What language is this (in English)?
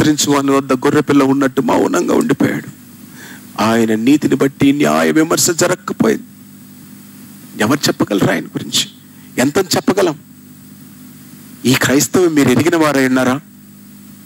Telugu